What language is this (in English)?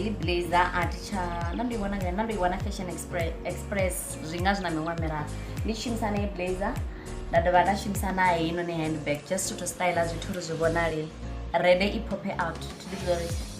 Venda